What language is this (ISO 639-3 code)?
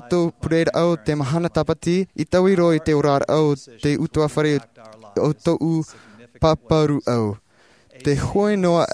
tah